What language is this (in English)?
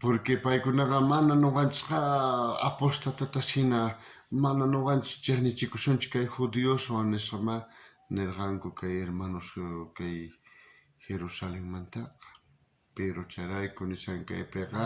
South Bolivian Quechua